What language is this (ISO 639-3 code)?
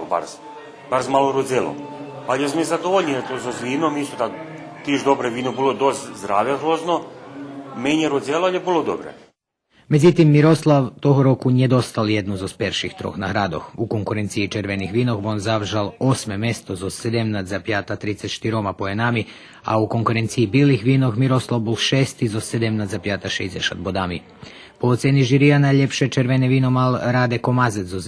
rue